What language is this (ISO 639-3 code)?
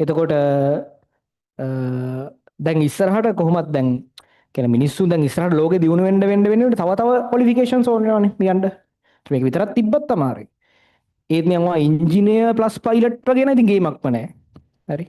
sin